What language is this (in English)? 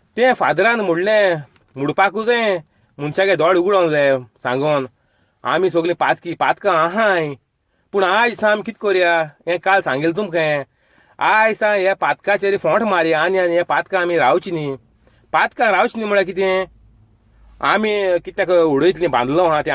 Konkani